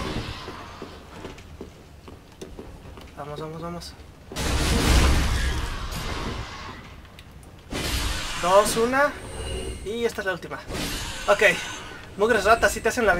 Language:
Spanish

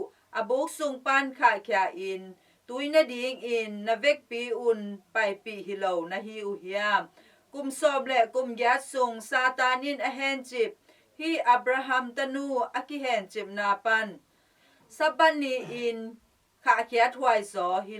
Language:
Tedim Chin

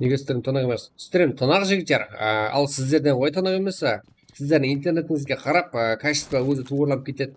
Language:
Kara-Kalpak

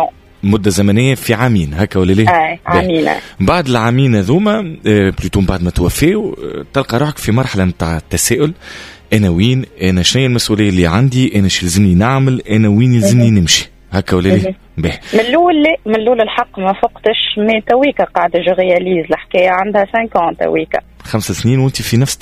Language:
Tunisian Arabic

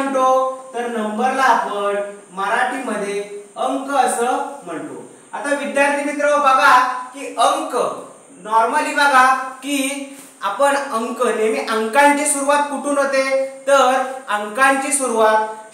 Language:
Marathi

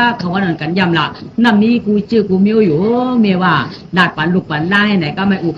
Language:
Shan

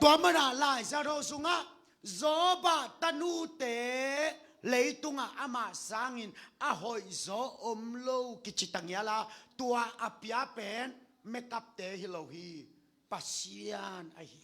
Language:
Tedim Chin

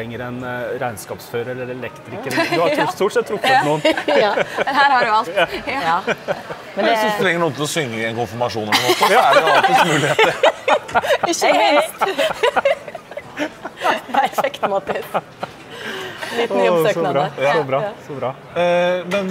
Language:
Norwegian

